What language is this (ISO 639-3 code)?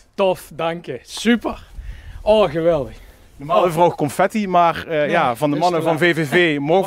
lim